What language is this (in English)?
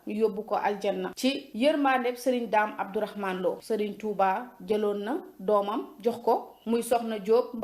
Wolof